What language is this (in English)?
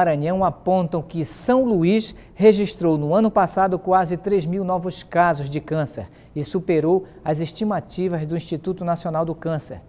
Portuguese